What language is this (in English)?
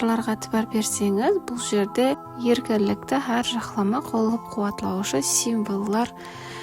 Kara-Kalpak